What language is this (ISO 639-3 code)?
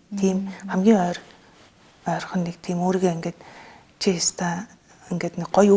mon